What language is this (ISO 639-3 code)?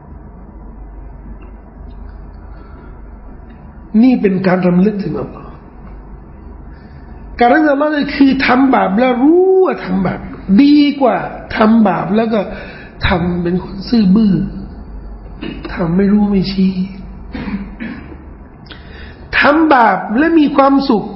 tha